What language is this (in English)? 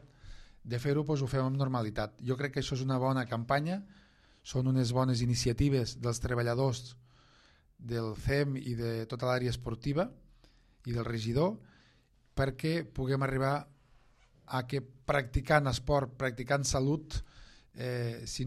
Catalan